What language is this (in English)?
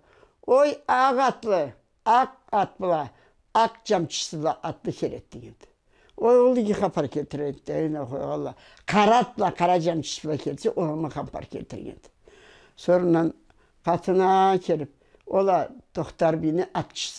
Karachay-Balkar